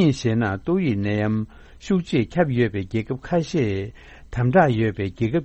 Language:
Tibetan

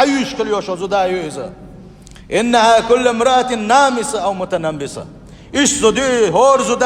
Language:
Chechen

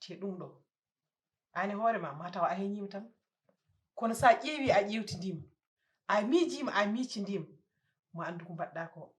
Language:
Fula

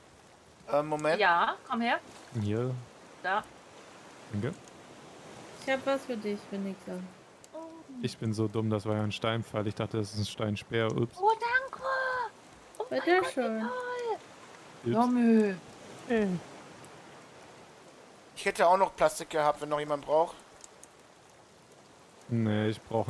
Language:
German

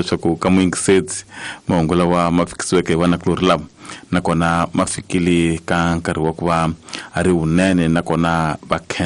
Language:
Tsonga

